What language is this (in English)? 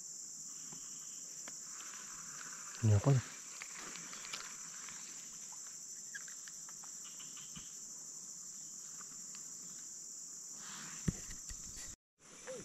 Malay